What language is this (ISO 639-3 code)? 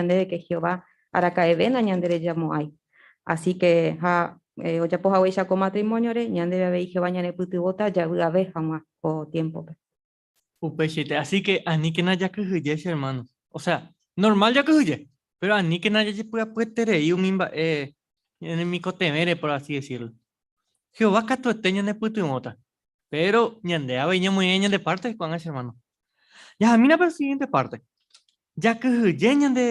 grn